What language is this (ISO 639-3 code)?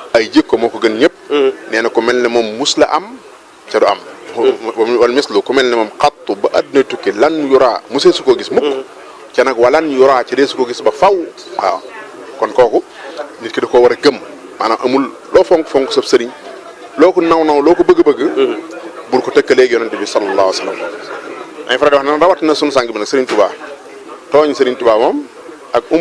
wol